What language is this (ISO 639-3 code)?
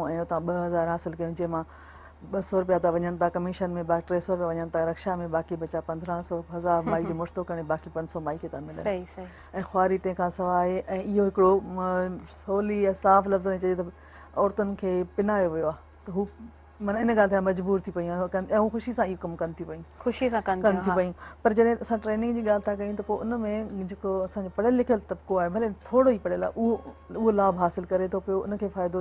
snd